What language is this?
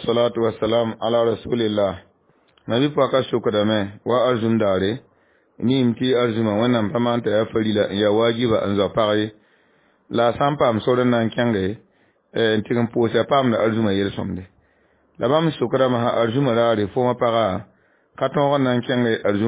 Mossi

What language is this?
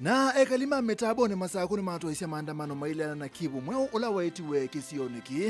Kamba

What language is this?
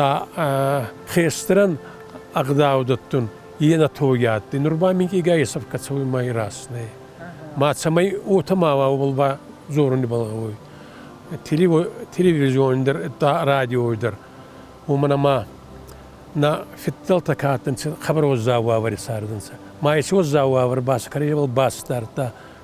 Ossetic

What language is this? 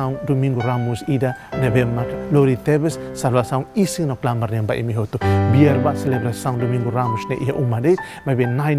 Tetum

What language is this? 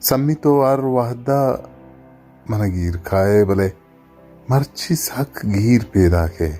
Baluchi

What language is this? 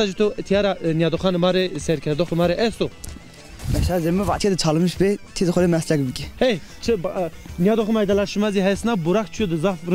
Zaza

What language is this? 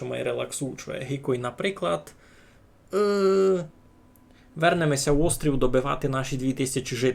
Rusyn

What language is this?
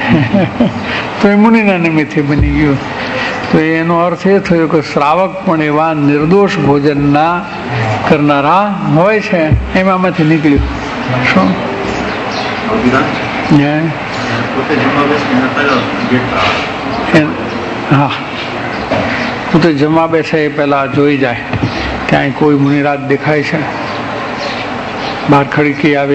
Gujarati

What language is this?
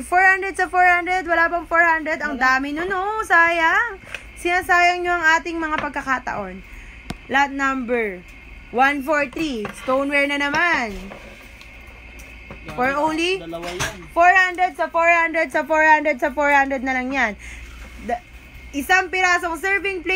Filipino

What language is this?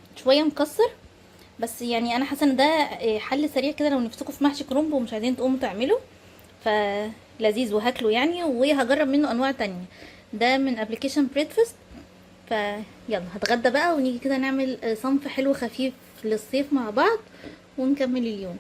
Egyptian Arabic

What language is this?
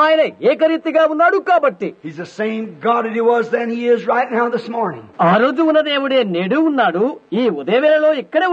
Telugu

